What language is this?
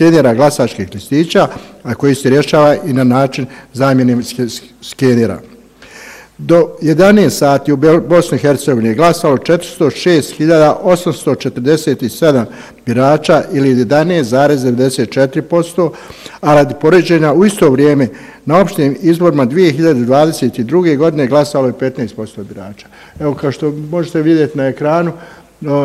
Bosnian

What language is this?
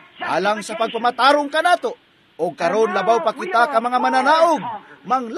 Cebuano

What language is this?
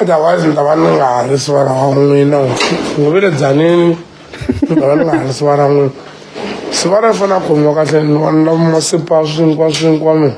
Tsonga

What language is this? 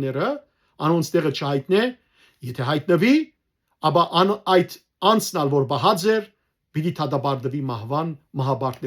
Western Armenian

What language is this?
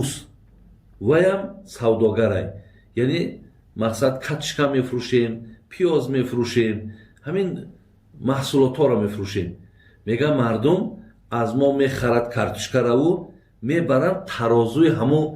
Tajik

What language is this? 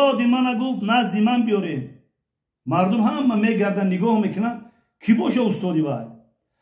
Tajik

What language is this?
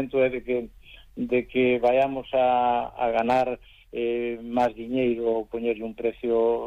Galician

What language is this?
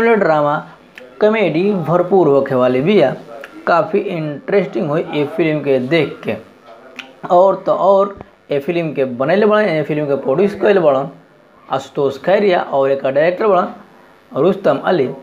Bhojpuri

